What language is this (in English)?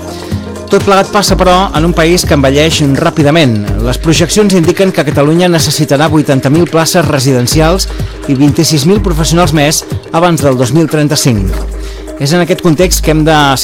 Catalan